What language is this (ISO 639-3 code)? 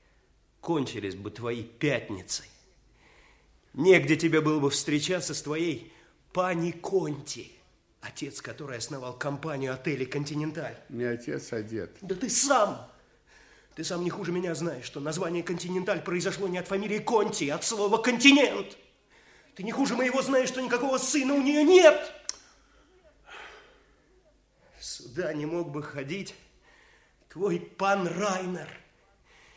rus